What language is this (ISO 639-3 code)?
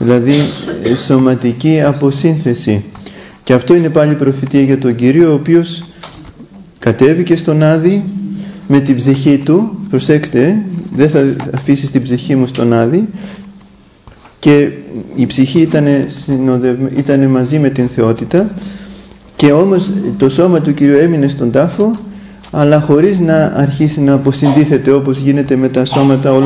ell